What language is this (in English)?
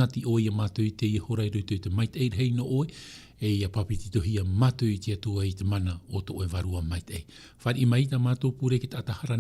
Tahitian